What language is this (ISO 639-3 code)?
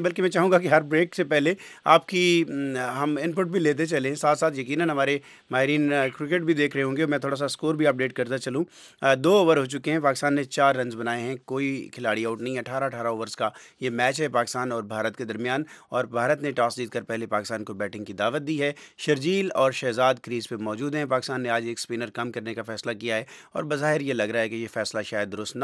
urd